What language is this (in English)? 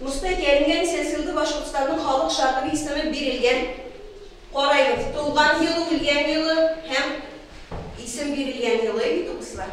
Bashkir